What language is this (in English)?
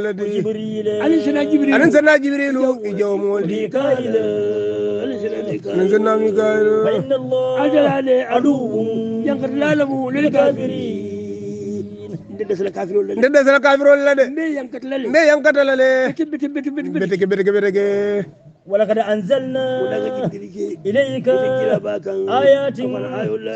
Hausa